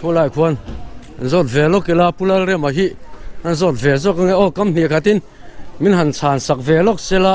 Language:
Mizo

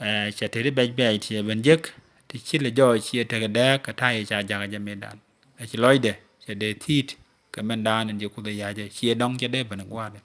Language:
Nuer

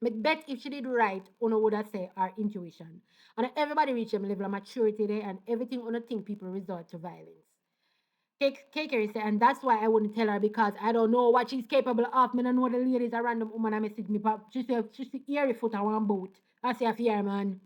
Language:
Jamaican Creole English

